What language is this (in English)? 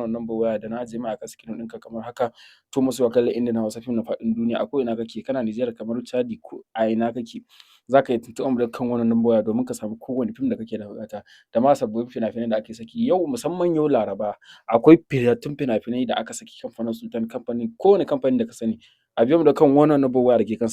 Hausa